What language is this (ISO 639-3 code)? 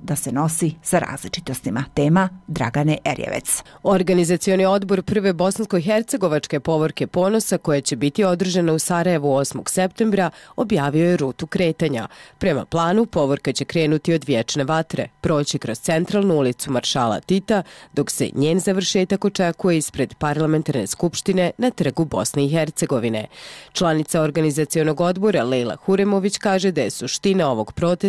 bos